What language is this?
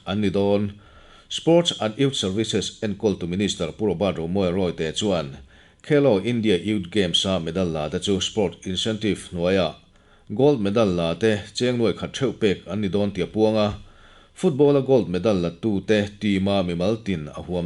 Mizo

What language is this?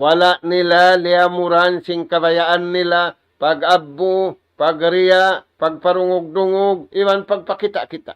Tausug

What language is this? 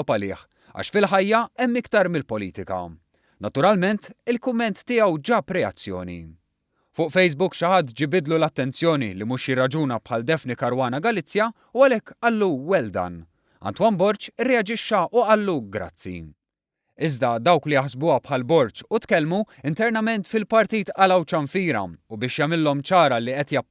Maltese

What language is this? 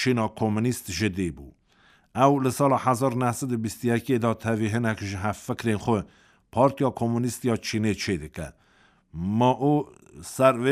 Kurdish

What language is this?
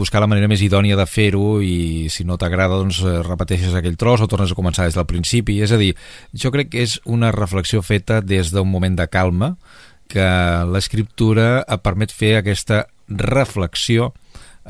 Catalan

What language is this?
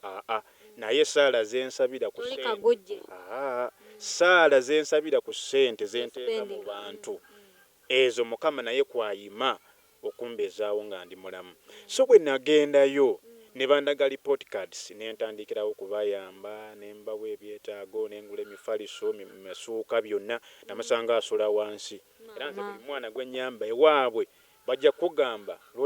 Ganda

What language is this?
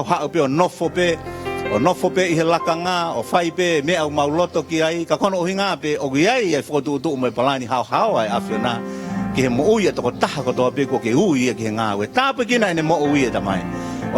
Tongan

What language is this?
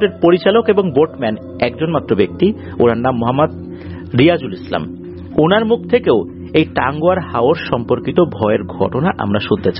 Bangla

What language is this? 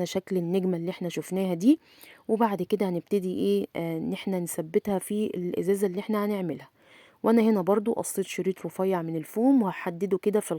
Egyptian Arabic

